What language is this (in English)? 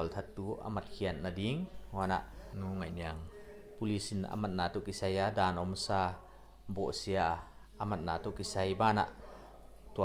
Paite Chin